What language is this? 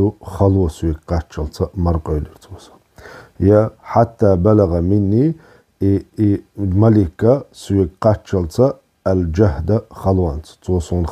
Chechen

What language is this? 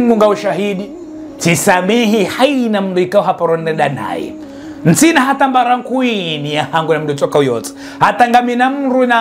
Ngazidja Comorian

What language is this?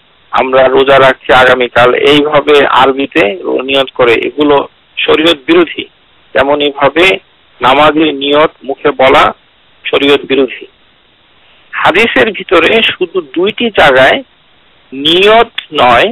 Bangla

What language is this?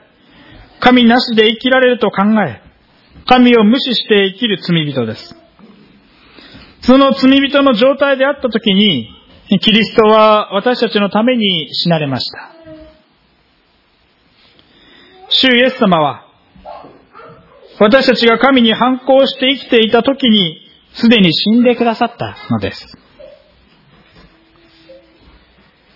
Japanese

